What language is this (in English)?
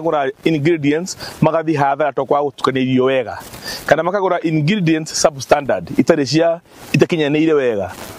Kikuyu